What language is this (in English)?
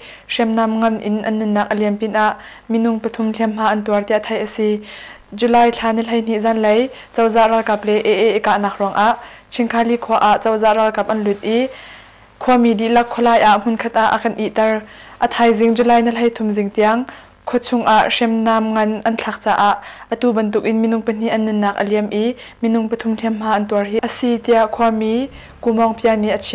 Hakha Chin